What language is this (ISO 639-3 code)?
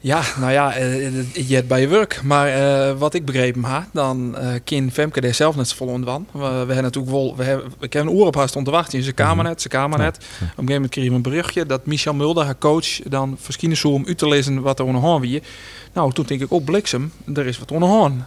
fry